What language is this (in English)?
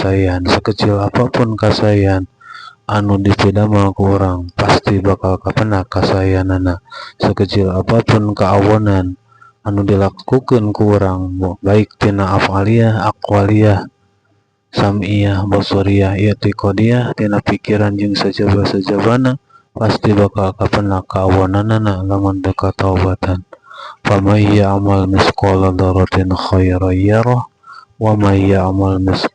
Sundanese